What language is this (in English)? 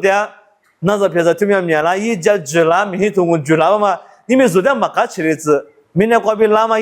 Lisu